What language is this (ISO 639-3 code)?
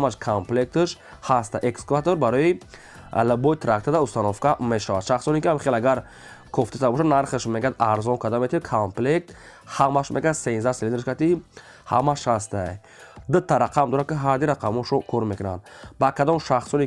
tgk